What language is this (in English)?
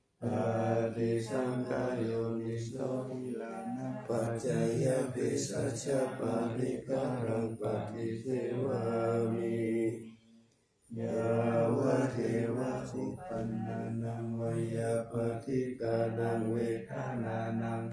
Pali